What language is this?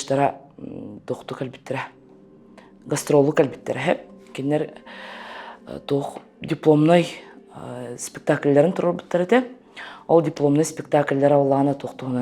Yakut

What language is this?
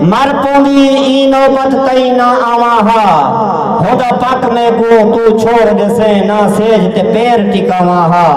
Saraiki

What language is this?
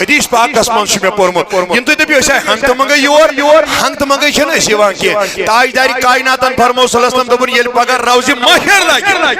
Kashmiri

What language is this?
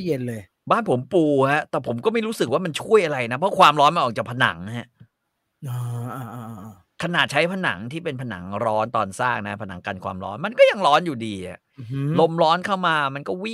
Thai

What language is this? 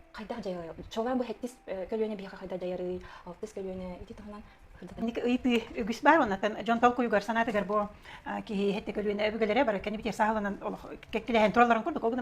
Yakut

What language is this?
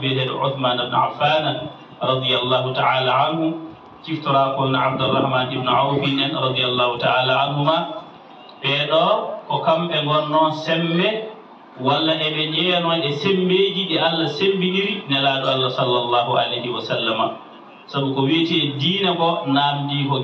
Fula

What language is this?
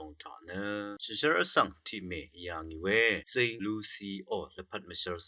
Rawang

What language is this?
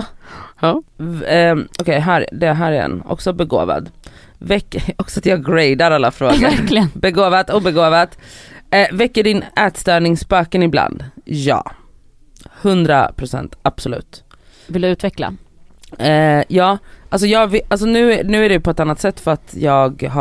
Swedish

